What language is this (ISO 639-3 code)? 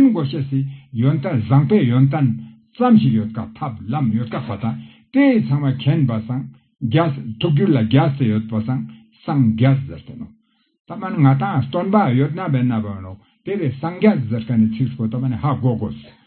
lbj